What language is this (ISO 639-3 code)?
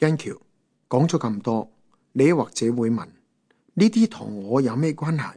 yue